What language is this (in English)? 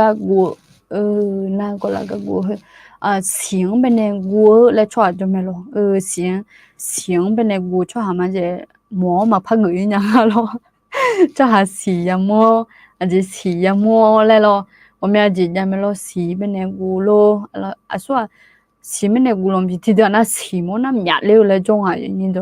Akha